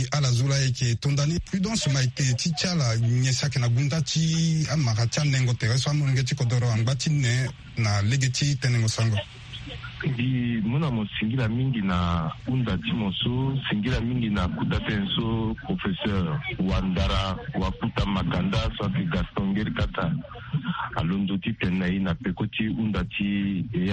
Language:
Sango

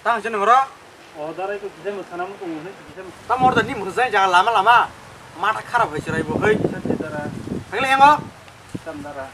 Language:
Kok Borok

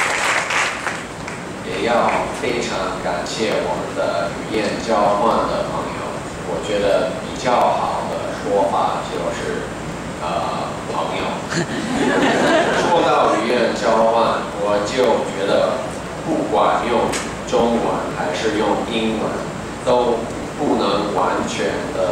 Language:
Chinese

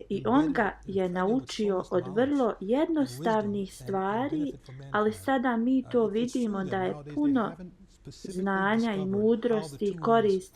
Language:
Bosnian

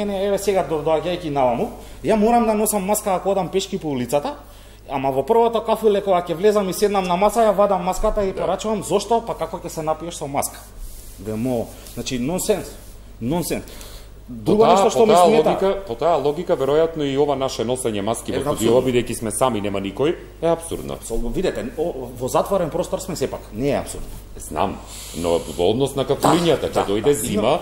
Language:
Macedonian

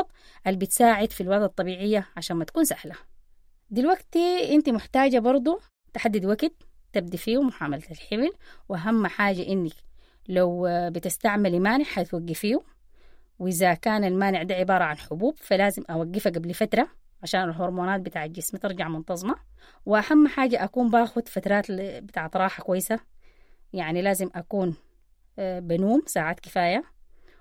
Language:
Sudanese Arabic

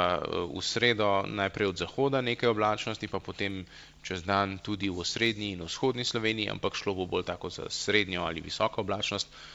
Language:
Slovenian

